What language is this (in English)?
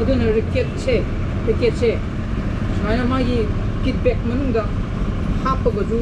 Manipuri